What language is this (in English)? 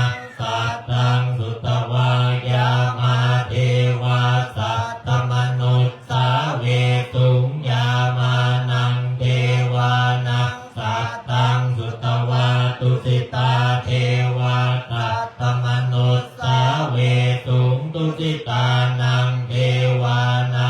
Pali